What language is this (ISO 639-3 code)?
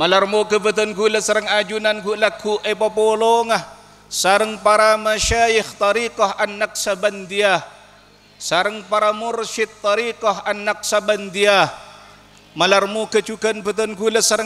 mad